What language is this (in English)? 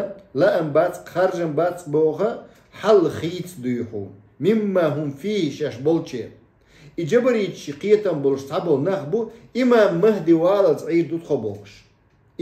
Chechen